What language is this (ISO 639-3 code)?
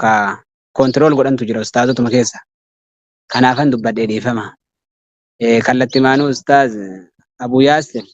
orm